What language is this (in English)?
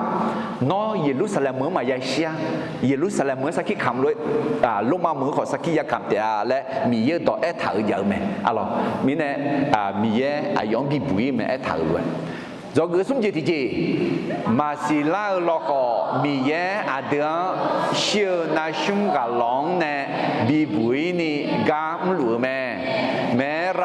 Akha